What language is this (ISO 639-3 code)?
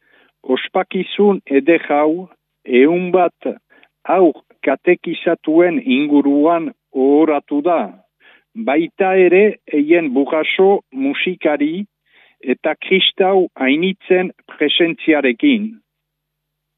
eus